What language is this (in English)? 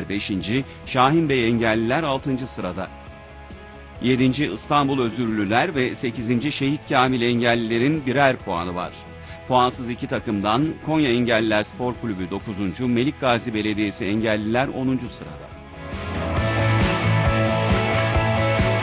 Turkish